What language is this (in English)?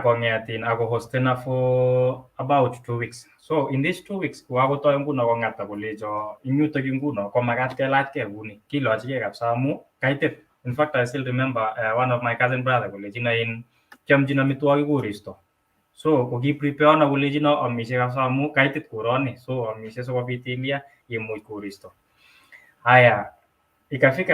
Kalenjin